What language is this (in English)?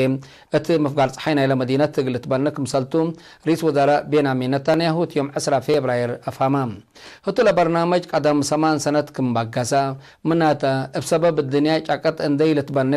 Tigre